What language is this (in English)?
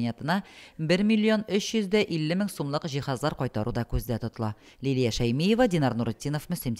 Tatar